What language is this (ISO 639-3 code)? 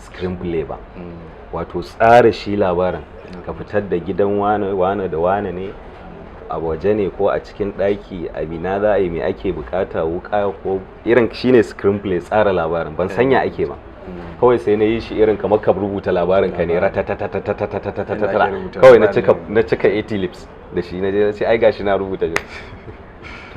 hau